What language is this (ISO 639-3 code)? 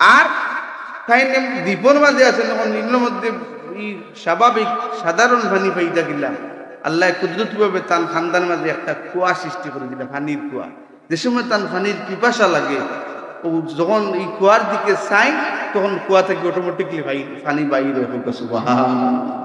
syl